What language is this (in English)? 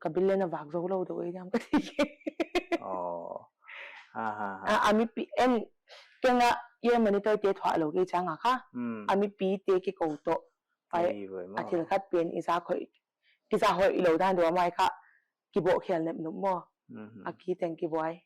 Paite Chin